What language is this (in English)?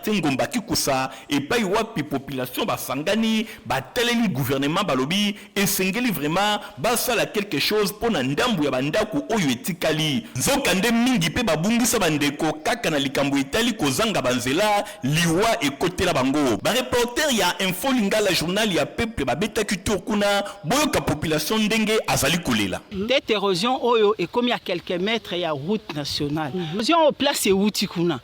Lingala